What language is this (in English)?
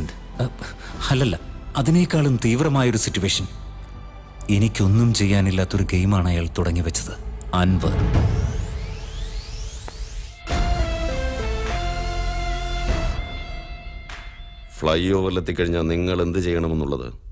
Malayalam